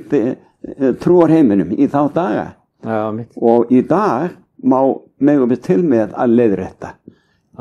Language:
Icelandic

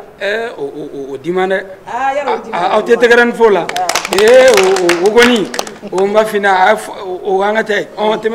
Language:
Bambara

